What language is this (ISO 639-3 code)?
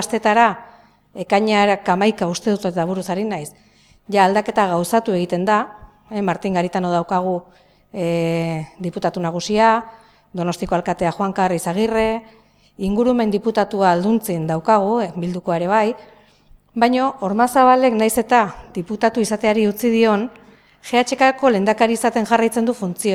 eus